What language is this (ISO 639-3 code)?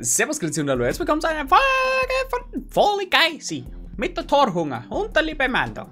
bar